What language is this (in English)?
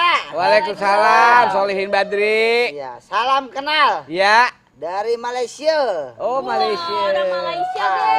Betawi